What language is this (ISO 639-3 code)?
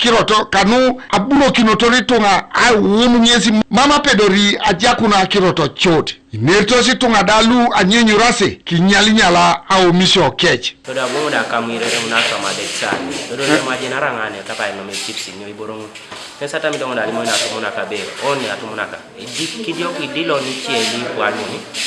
teo